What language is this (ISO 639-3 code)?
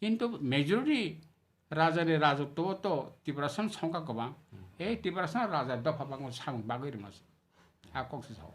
trp